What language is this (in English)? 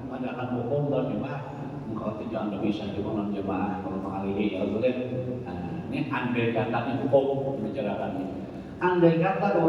Banjar